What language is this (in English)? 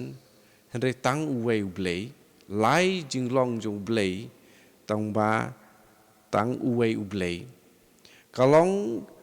Khasi